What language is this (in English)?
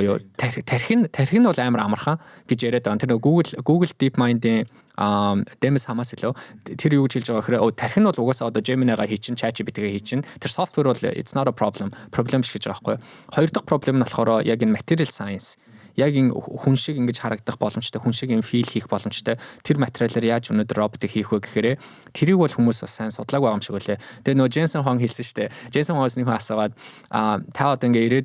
Mongolian